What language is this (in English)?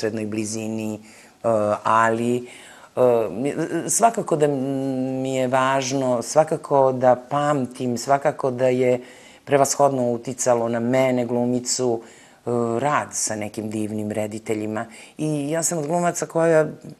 Serbian